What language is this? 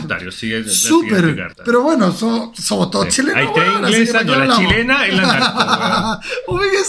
Spanish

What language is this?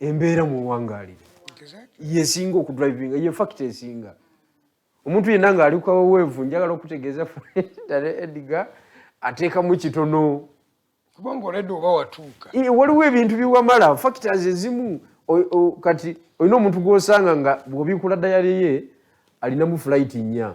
Ganda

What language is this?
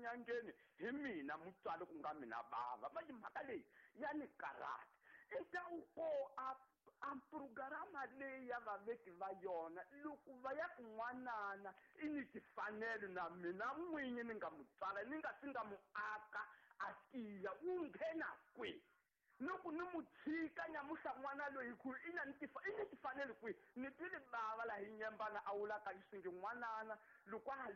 Tsonga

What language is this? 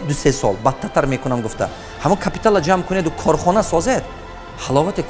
Tajik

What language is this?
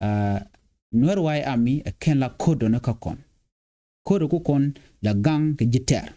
Nuer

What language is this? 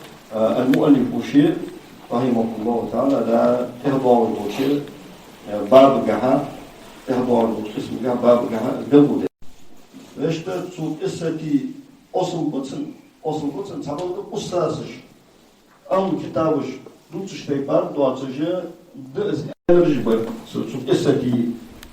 Ingush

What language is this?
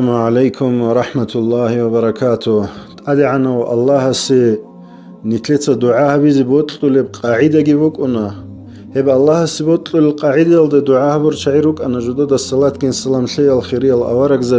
Avaric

